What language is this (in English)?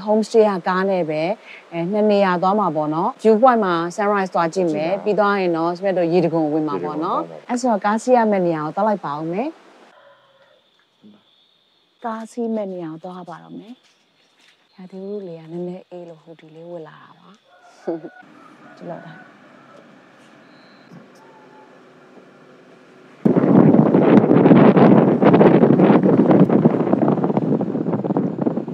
Burmese